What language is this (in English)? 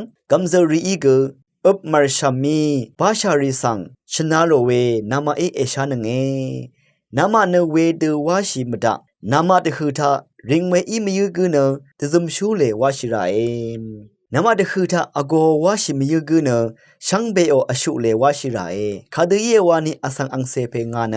Rawang